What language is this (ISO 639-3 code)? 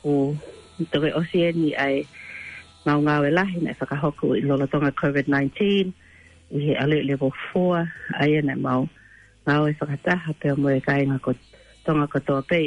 ton